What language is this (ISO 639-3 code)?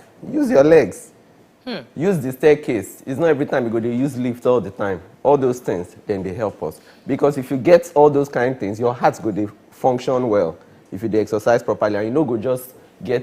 pcm